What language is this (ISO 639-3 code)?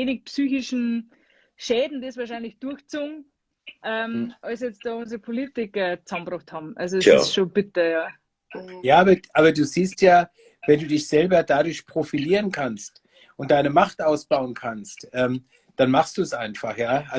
bar